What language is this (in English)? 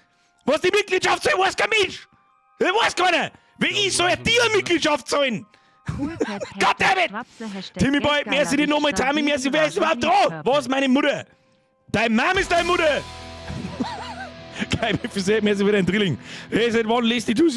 Bavarian